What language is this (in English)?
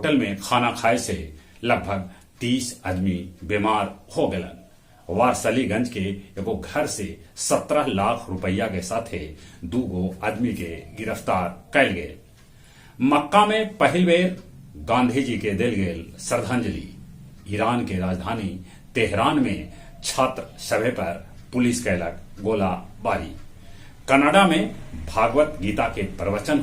Magahi